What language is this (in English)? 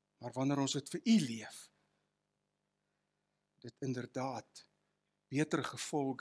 Afrikaans